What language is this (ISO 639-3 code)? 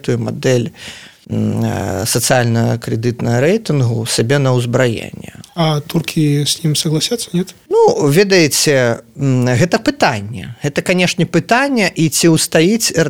bel